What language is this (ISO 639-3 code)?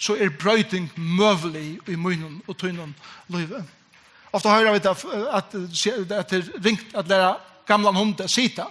fao